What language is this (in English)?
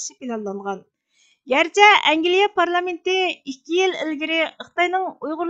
Uyghur